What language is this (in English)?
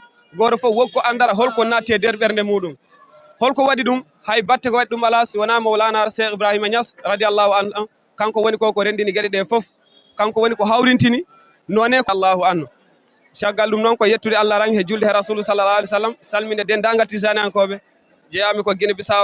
Fula